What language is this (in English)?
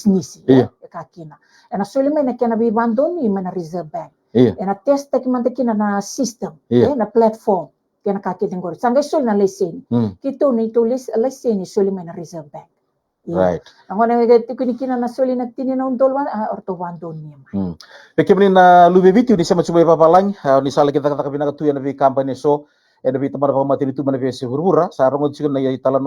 Fijian